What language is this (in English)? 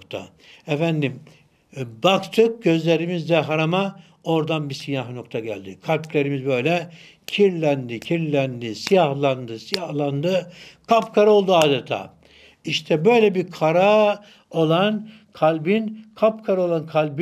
Turkish